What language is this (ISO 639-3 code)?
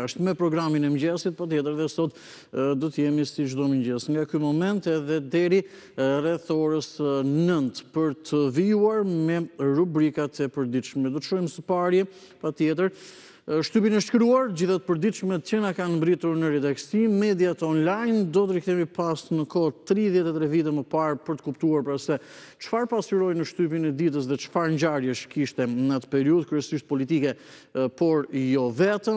sqi